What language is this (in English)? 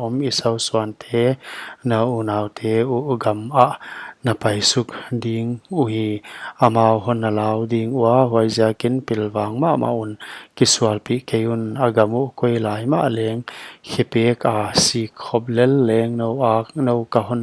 Paite Chin